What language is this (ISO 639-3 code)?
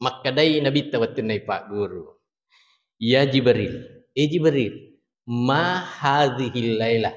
bug